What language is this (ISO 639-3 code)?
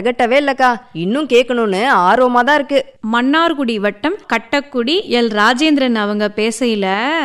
tam